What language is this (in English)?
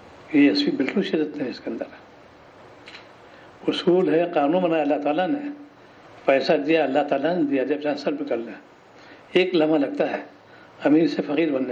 Urdu